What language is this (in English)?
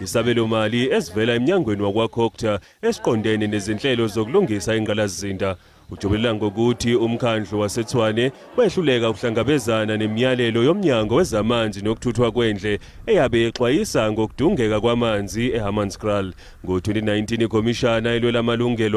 Zulu